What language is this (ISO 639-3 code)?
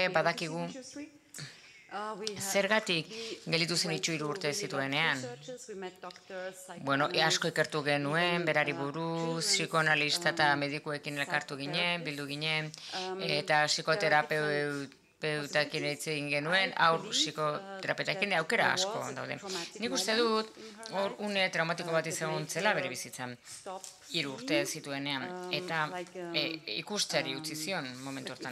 eus